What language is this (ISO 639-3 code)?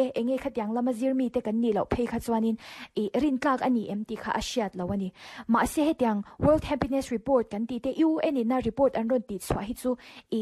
lus